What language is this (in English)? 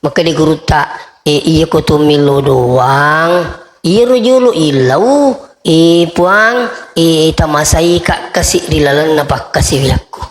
Buginese